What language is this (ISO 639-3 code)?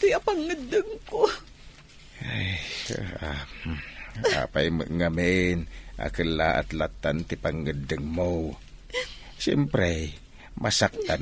ilo